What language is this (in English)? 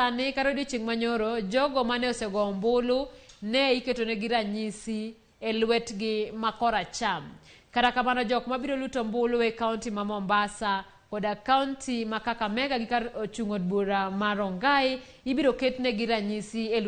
Luo (Kenya and Tanzania)